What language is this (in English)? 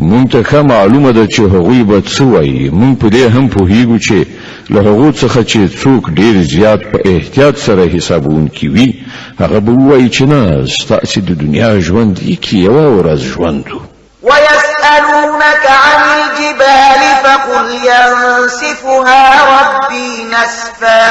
Pashto